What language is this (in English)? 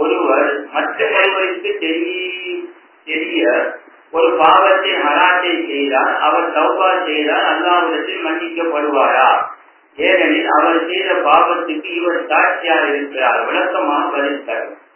Tamil